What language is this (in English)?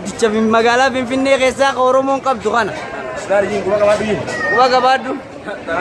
Oromo